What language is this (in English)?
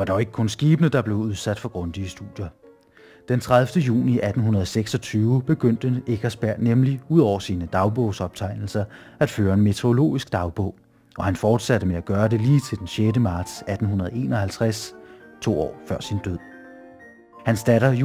Danish